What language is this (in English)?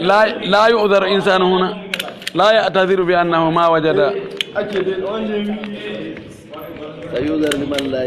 Pular